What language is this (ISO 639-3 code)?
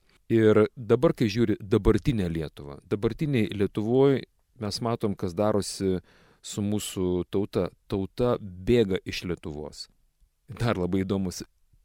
lit